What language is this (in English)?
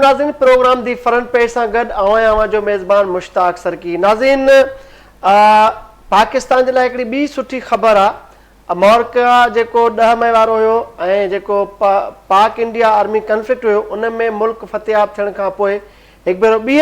Sindhi